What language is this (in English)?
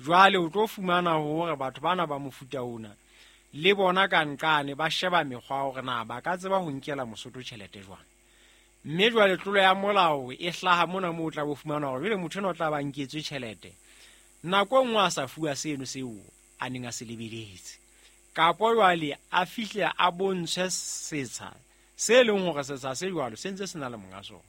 Southern Sotho